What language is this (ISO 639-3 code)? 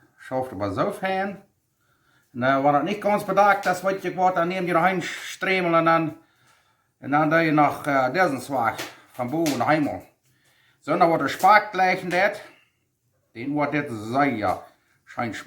pdt